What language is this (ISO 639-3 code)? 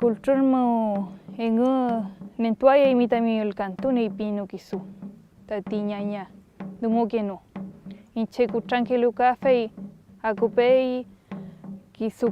arn